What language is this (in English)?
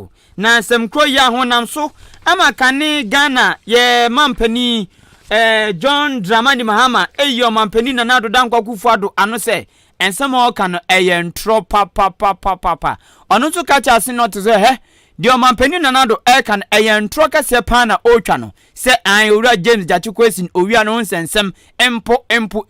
Akan